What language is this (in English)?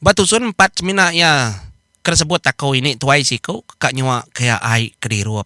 Iban